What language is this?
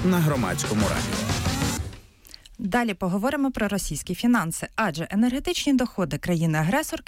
Ukrainian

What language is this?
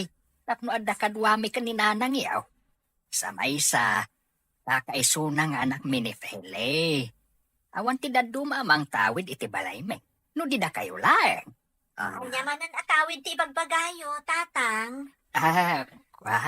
Iloko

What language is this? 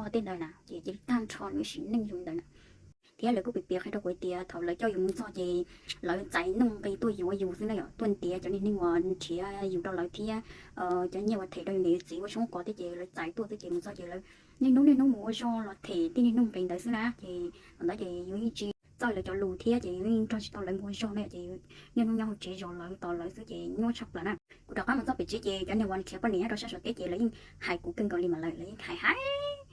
Hmong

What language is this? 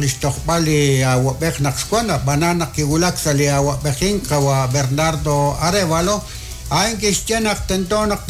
Kekchí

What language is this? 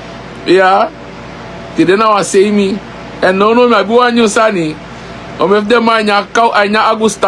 Sranan Tongo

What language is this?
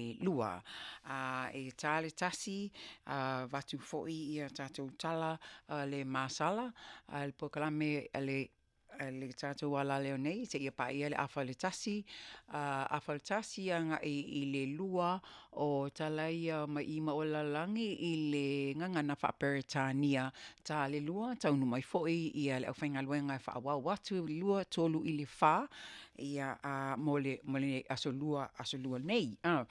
Samoan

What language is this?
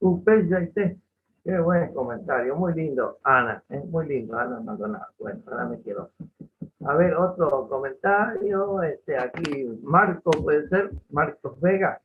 Guarani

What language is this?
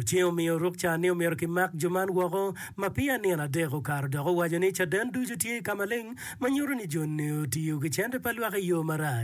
Acoli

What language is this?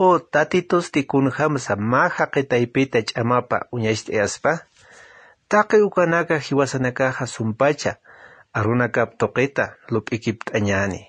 Aymara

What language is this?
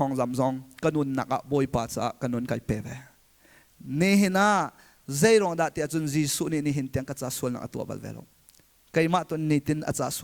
Hakha Chin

